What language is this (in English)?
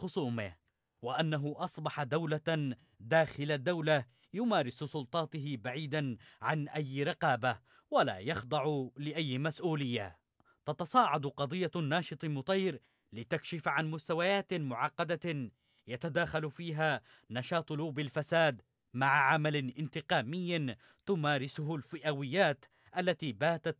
Arabic